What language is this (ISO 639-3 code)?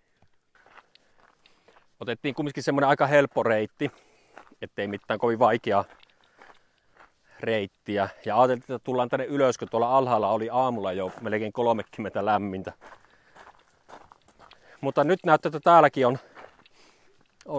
fin